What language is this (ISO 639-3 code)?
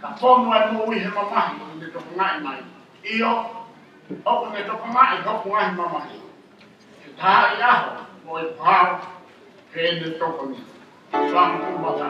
ton